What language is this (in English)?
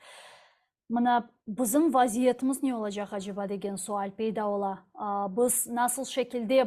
Crimean Tatar